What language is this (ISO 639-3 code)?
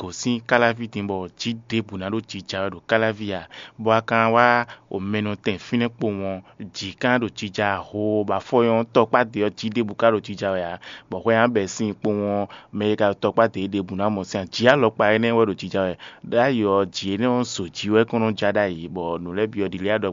fon